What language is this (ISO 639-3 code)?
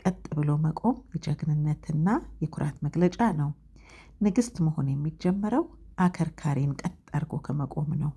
amh